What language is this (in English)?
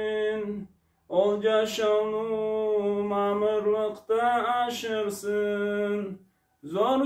Karachay-Balkar